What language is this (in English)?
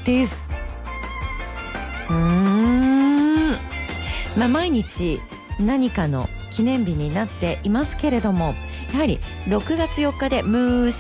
Japanese